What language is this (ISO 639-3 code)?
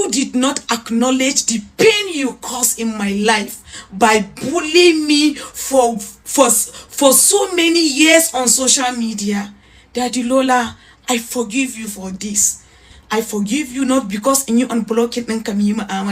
hau